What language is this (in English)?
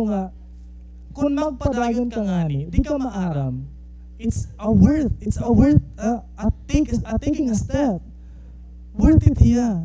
Waray